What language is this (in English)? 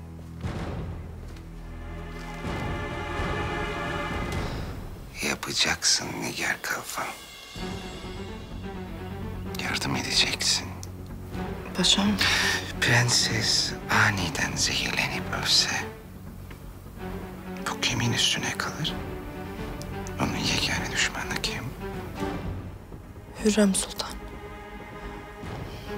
Turkish